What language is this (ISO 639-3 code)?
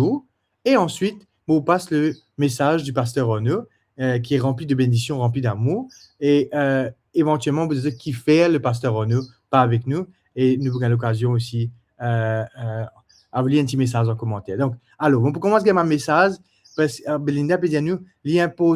mfe